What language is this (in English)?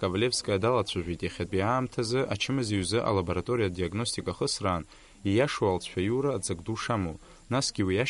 Abkhazian